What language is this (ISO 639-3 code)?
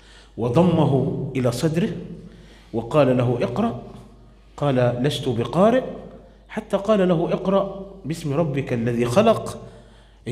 ara